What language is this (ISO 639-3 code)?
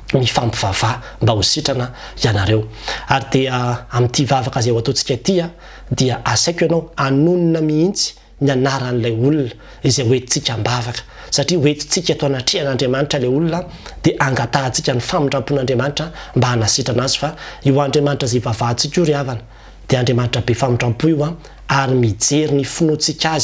mlg